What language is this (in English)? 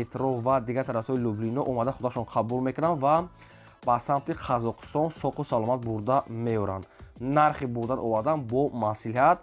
Tajik